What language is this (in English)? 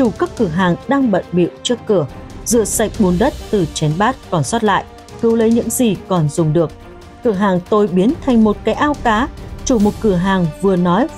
Vietnamese